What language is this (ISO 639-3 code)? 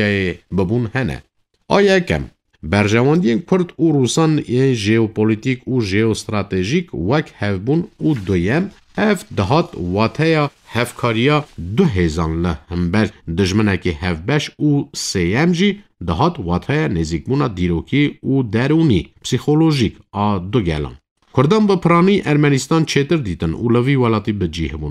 kur